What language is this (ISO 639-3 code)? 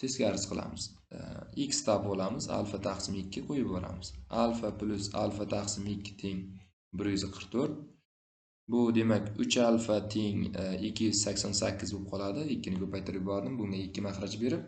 uzb